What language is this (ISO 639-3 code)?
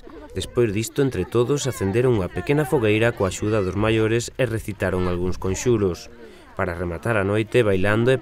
glg